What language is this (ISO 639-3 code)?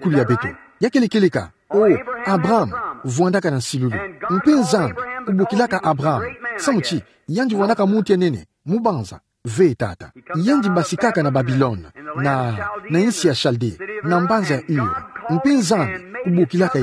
ktu